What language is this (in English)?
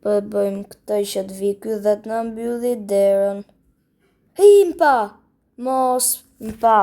Albanian